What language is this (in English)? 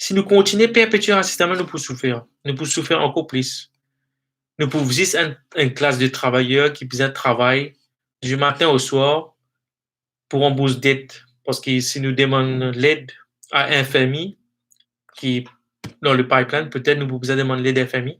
Morisyen